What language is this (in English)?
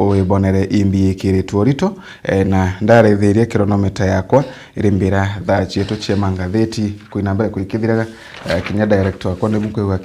Meru